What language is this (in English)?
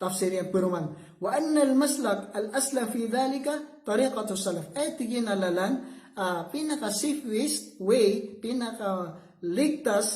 Maranao